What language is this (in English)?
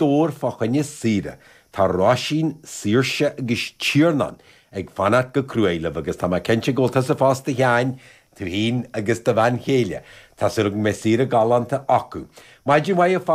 Irish